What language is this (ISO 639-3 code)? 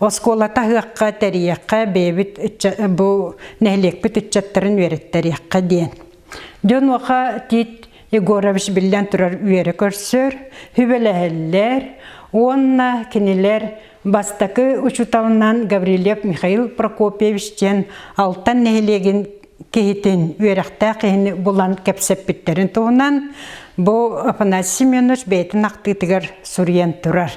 sah